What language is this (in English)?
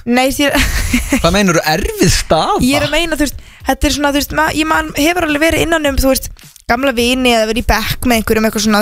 Icelandic